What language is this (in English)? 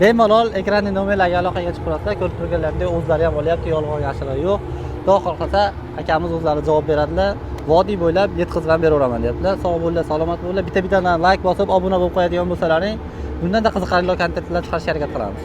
Uzbek